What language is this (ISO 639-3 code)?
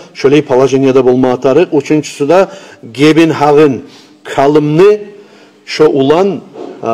kum